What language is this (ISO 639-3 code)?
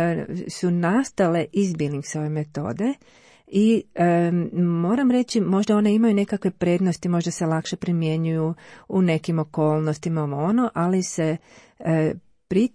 hrv